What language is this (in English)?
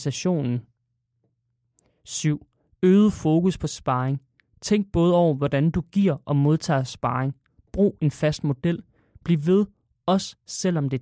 Danish